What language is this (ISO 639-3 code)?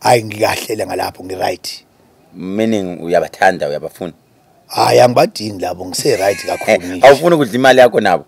zul